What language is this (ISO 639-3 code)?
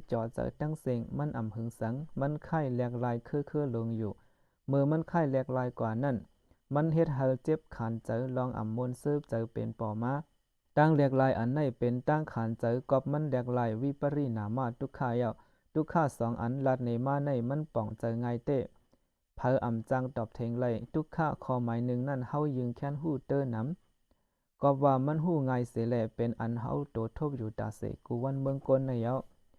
shn